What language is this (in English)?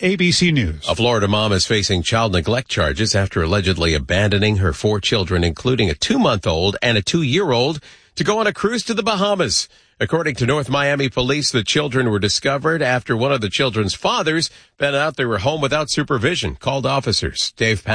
English